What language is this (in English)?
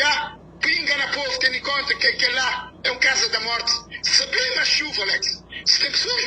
Kabuverdianu